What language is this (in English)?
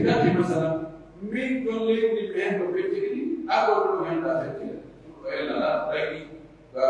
Pular